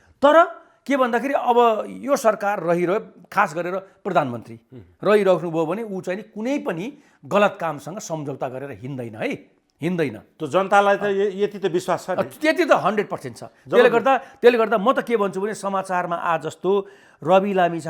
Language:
Nepali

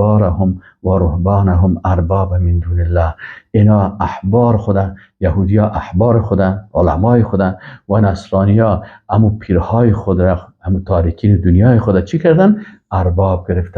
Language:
Persian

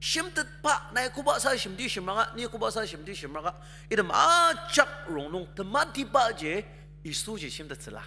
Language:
Ao Naga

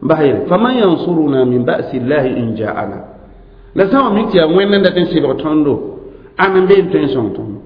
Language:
Mossi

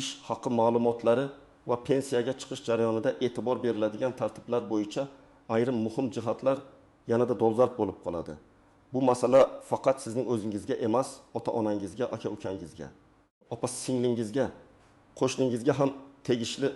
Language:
Uzbek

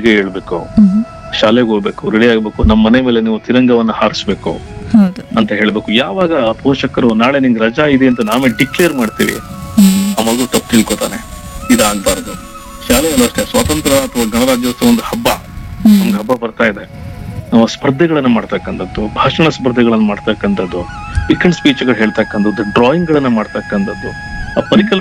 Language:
Kannada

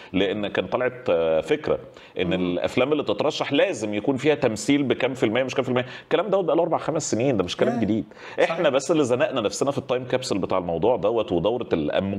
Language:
Egyptian Arabic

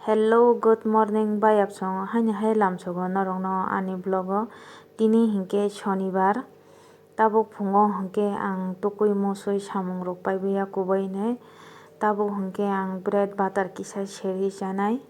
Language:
Kok Borok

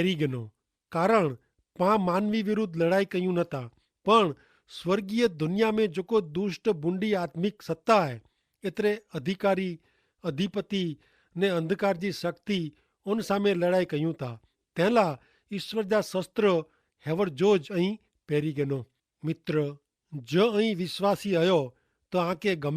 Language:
Kachhi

